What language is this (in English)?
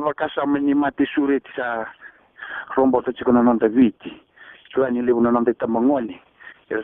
Fijian